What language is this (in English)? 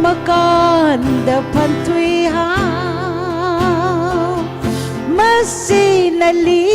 Tangkhul Naga (India)